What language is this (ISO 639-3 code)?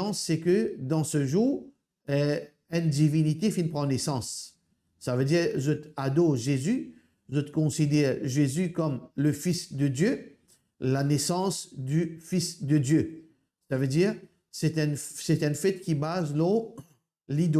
mfe